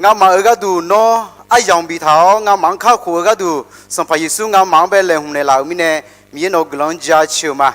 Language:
Akha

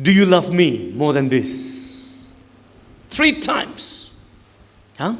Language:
Tangkhul Naga (India)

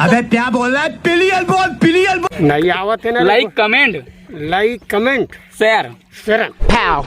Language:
Chhattisgarhi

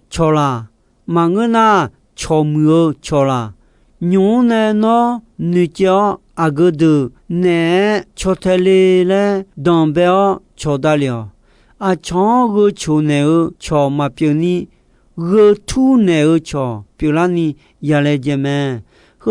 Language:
Akha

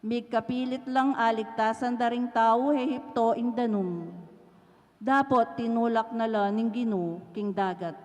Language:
Pampanga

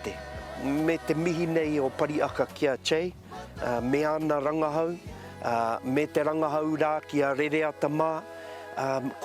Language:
Māori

